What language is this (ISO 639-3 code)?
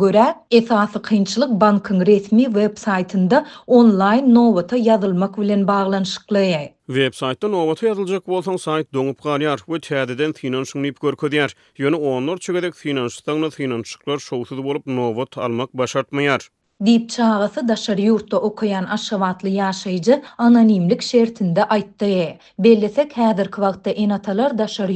tuk